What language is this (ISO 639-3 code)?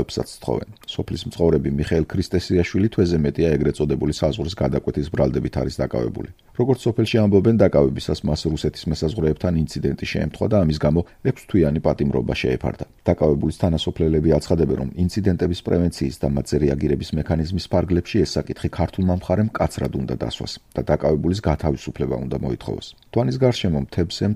kat